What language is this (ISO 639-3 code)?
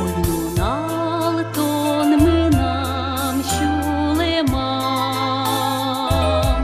udm